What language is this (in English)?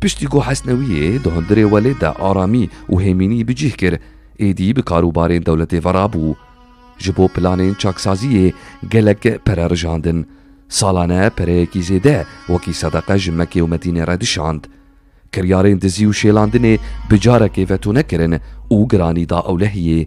Kurdish